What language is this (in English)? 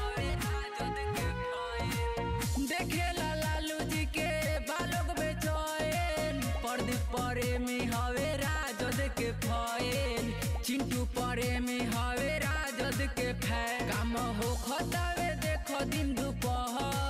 Bhojpuri